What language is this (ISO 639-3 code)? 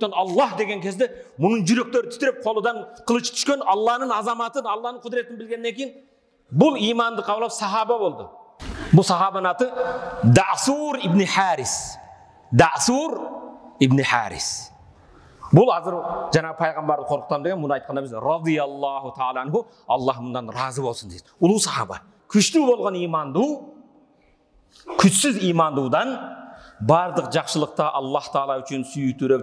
kir